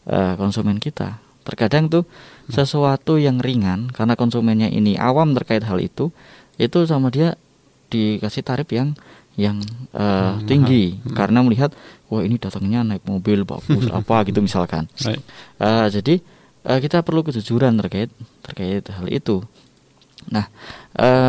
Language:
Indonesian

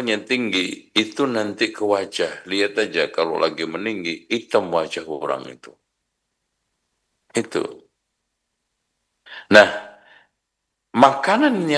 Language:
Indonesian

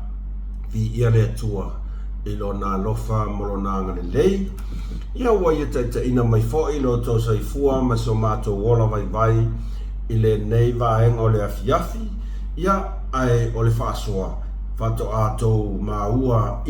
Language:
Samoan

